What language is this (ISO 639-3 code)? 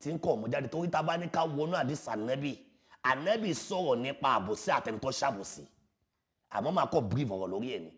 yor